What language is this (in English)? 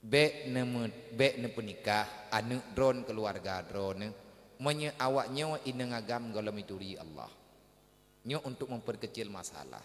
Achinese